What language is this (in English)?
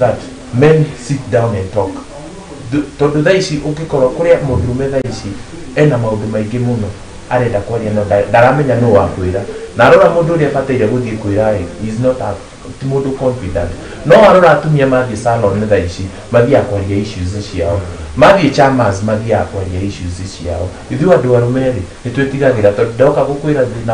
Kikuyu